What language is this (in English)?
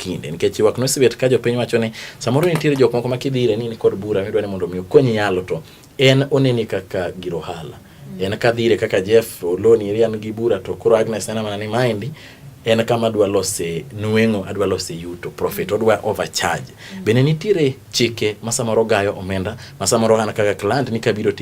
Luo (Kenya and Tanzania)